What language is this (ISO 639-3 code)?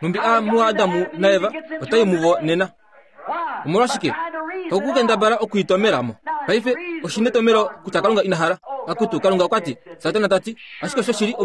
kua